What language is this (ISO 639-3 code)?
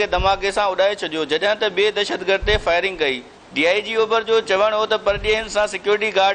snd